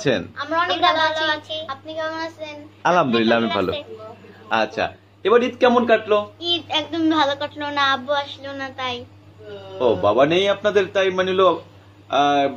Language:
Bangla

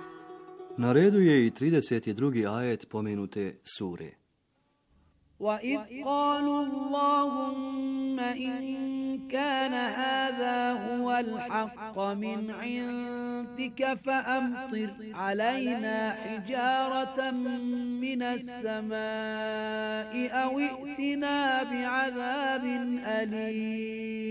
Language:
Bosnian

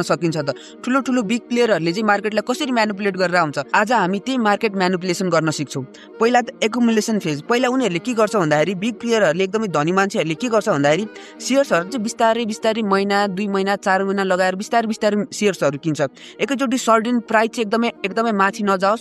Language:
Nepali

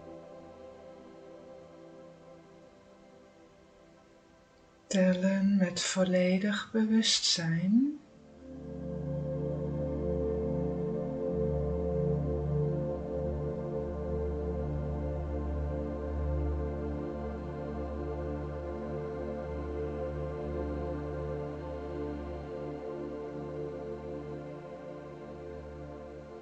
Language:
Dutch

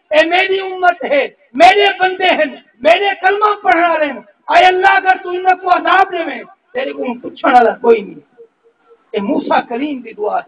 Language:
Saraiki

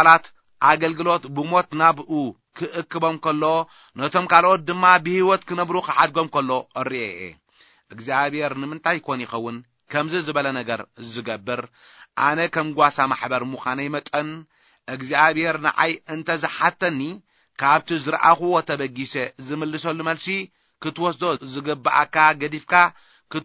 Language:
Tigrinya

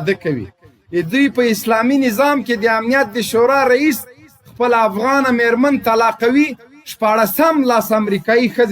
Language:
Pashto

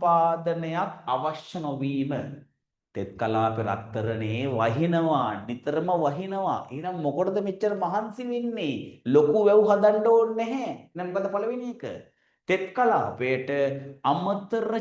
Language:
Sinhala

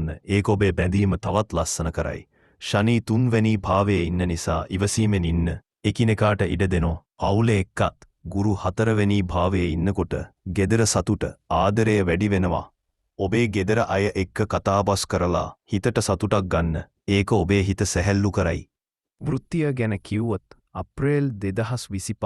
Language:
Sinhala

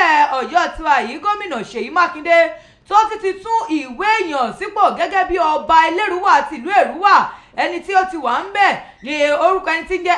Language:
Yoruba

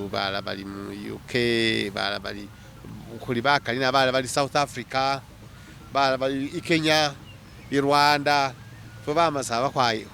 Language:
Masaaba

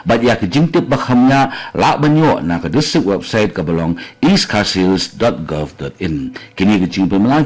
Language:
Khasi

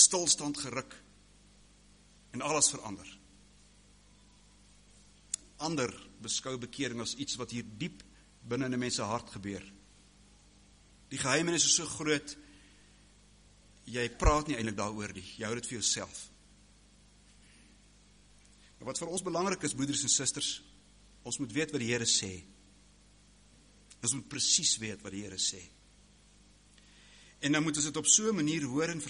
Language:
Afrikaans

